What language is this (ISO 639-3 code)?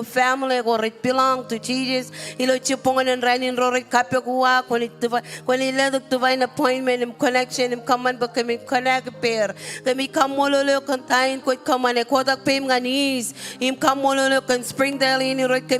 mah